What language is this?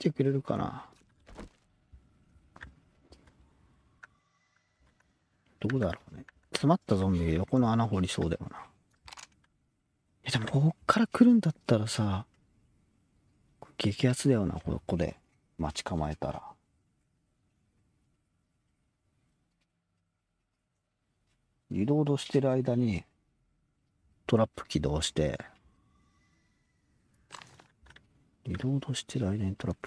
Japanese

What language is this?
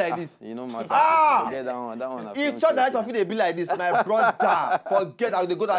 Nigerian Pidgin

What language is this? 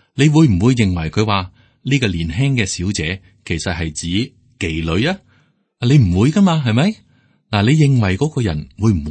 Cantonese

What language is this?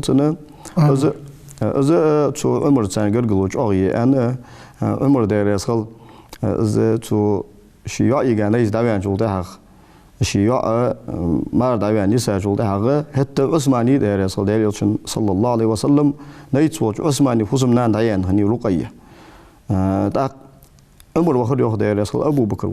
Ingush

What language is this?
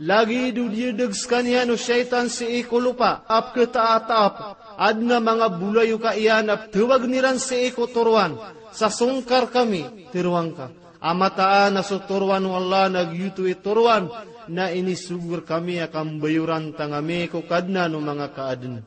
Maranao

